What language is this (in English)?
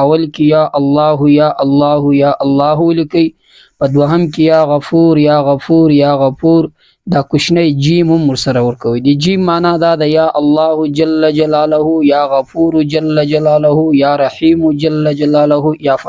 Pashto